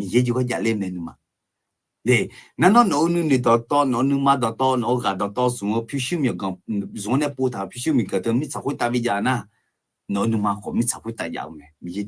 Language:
Akha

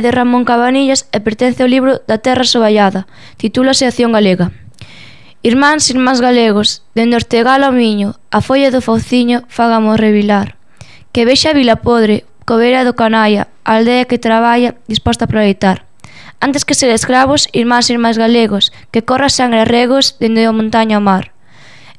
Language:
Galician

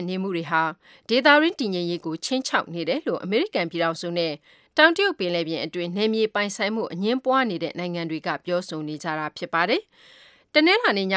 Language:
Burmese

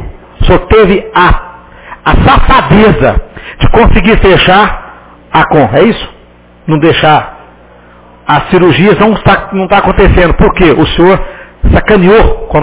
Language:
Portuguese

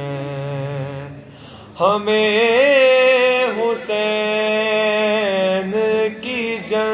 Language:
Kashmiri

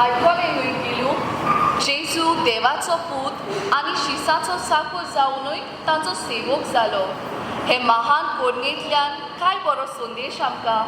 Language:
Konkani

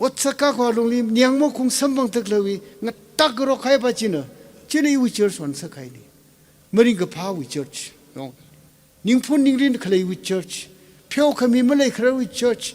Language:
Tangkhul Naga (India)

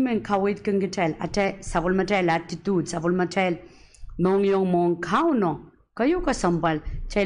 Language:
Pohnpeian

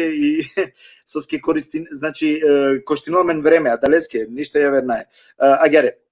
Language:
Balkan Romani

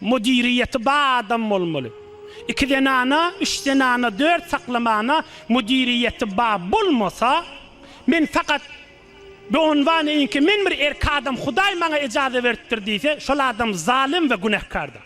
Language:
Turkmen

